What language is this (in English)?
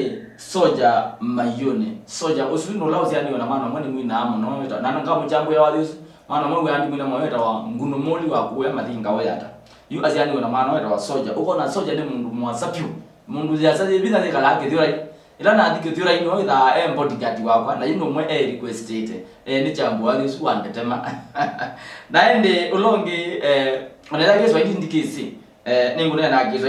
Kamba